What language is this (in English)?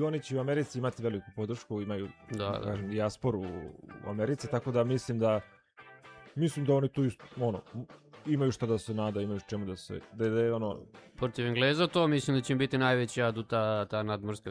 Serbian